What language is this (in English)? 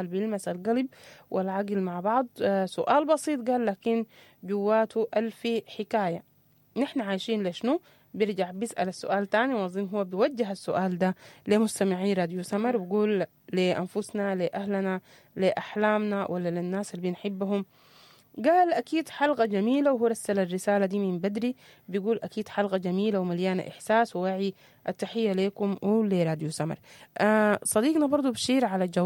Sudanese Arabic